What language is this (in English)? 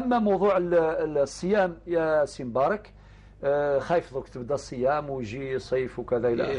Algerian Arabic